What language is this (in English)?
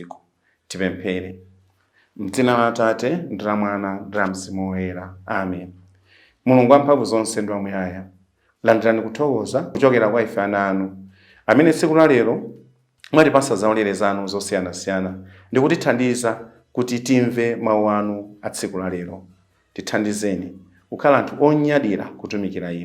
Nyanja